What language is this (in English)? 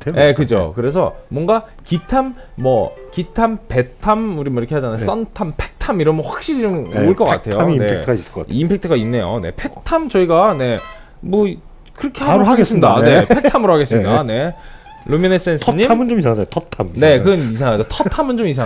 Korean